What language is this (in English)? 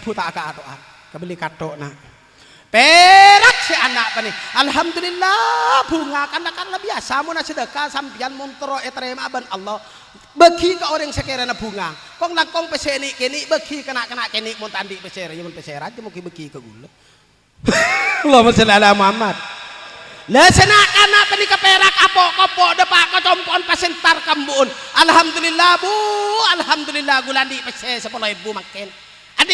Madurese